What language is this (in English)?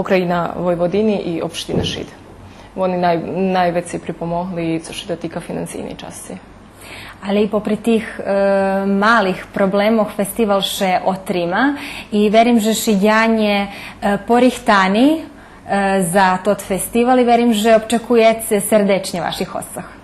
Rusyn